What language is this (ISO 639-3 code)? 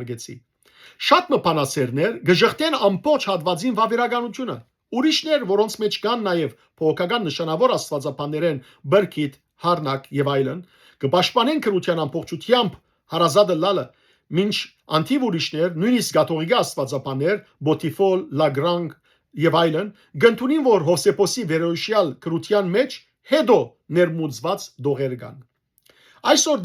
hyw